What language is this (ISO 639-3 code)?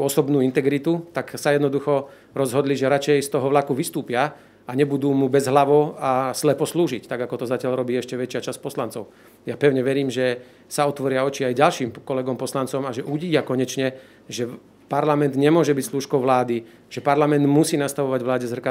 slk